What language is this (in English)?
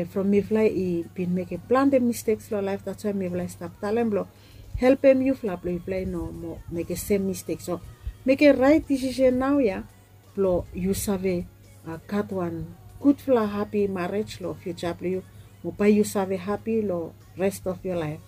Bislama